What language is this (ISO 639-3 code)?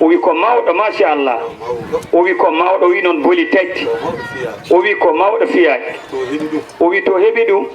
ful